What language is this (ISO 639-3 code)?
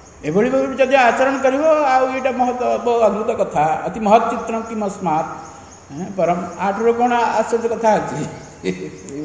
ori